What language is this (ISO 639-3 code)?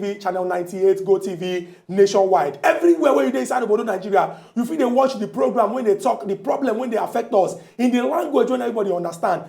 pcm